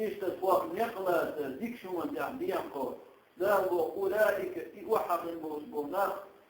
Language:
Chechen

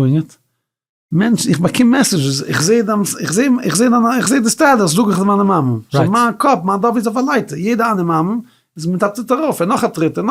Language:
Yiddish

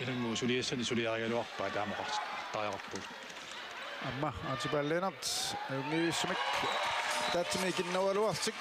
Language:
Kalaallisut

